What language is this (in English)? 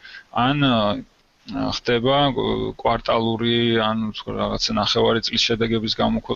Georgian